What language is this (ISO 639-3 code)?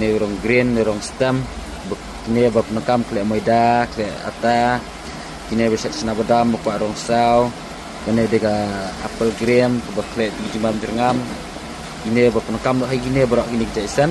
kha